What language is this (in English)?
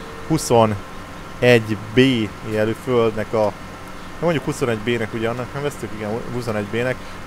Hungarian